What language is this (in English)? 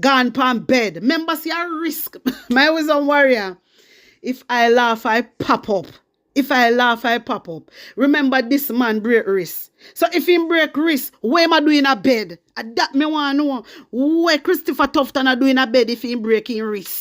Jamaican Creole English